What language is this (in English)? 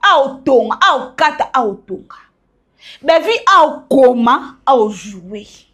Lingala